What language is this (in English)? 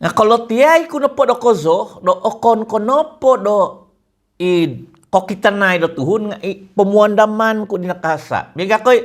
Central Dusun